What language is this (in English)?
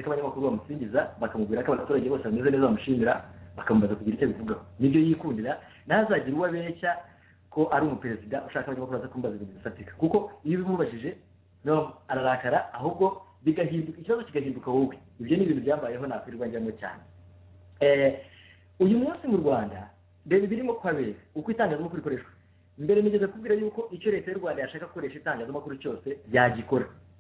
Kinyarwanda